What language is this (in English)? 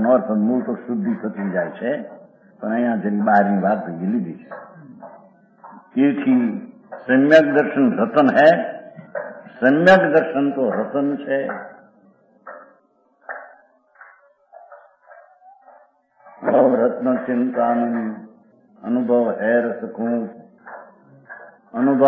Gujarati